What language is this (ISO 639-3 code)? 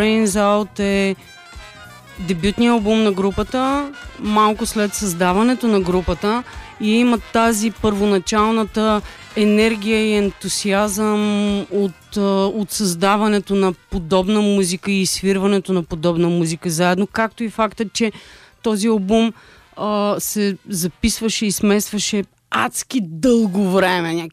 bul